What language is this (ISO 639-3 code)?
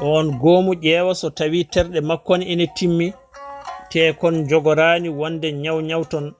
ful